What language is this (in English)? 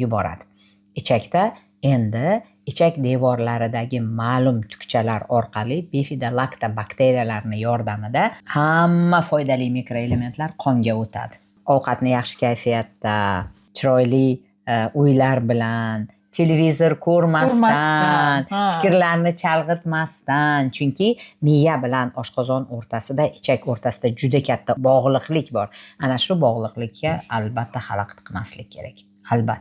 Uzbek